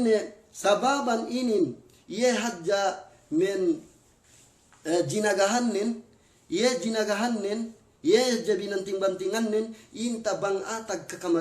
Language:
Yakan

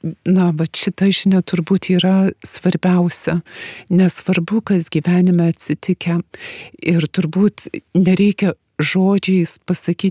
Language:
Lithuanian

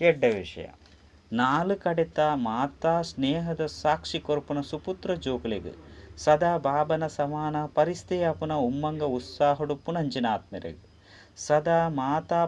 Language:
Tulu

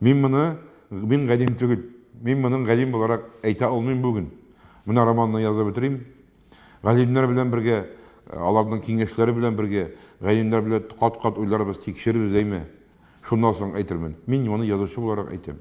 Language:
Tatar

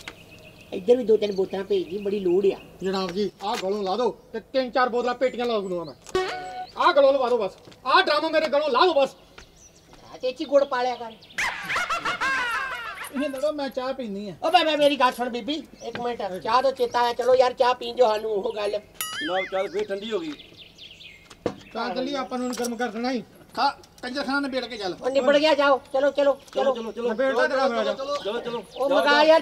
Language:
Punjabi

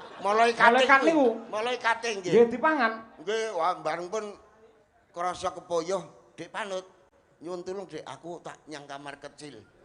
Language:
Javanese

